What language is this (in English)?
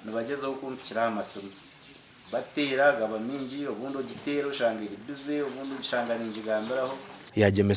Nyankole